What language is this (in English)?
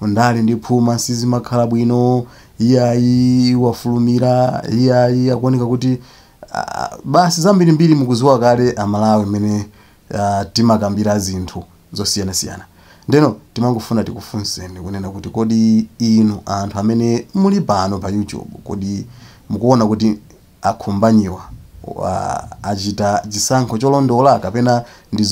Nyanja